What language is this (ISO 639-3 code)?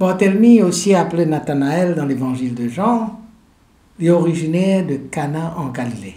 mfe